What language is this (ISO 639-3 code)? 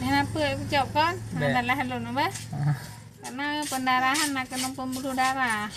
ace